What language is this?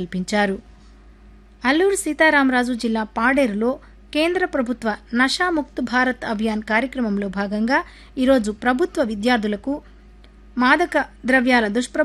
Telugu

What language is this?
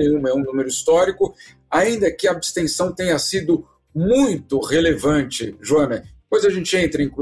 Portuguese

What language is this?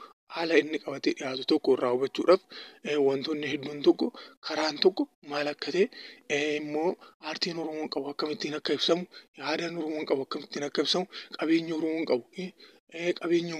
Oromo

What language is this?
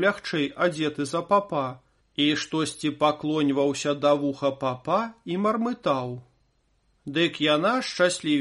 Belarusian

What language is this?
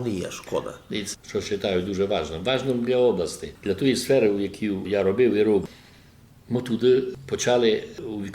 Rusyn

